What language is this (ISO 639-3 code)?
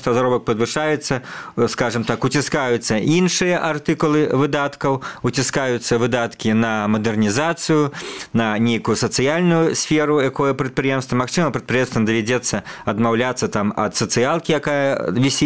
bel